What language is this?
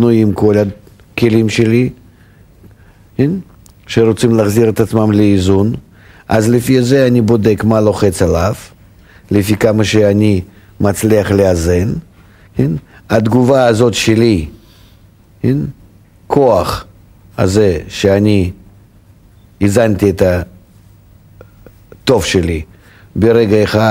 Hebrew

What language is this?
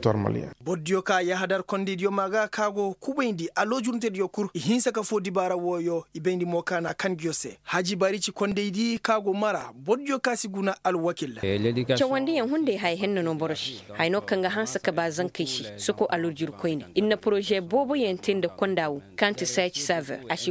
Koyraboro Senni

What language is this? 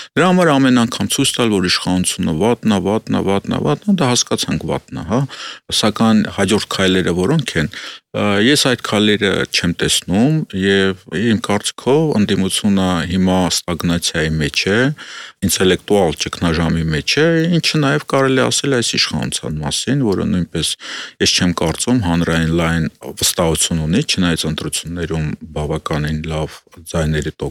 Armenian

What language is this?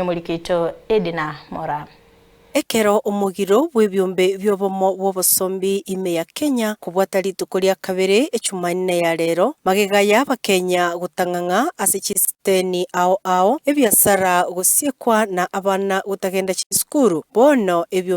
Gusii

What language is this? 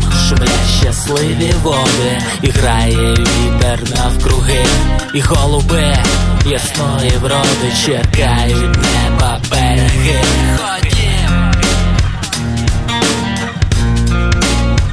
Ukrainian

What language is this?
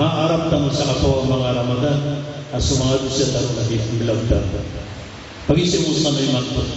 Maranao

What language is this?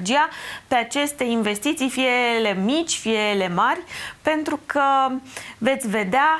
Romanian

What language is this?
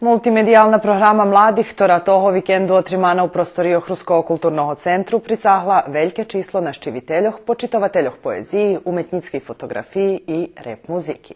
Rusyn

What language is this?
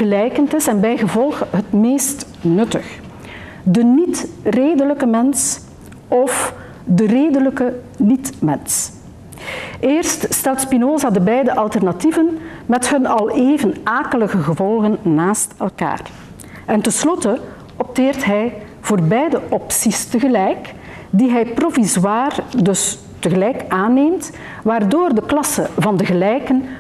Dutch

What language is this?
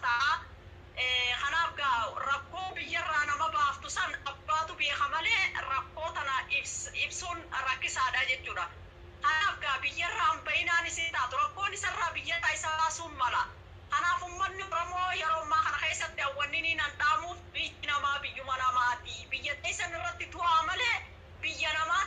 Oromo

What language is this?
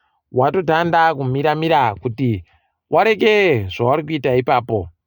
Ndau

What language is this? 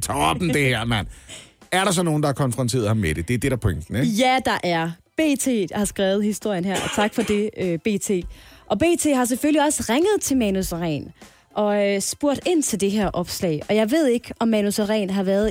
Danish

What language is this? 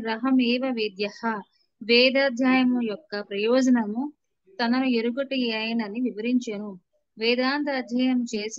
Telugu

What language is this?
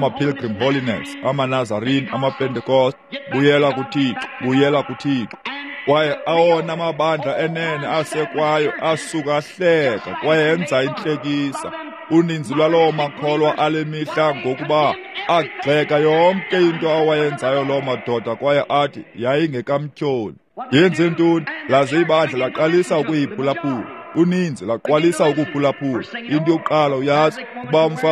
Xhosa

